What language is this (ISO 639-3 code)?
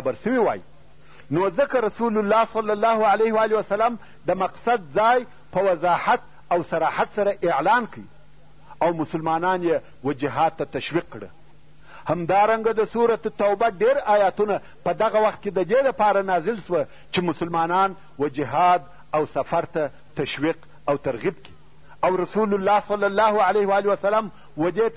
pus